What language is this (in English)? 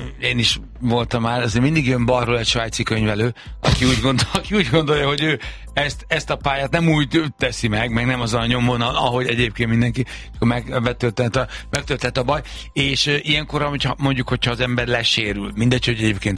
Hungarian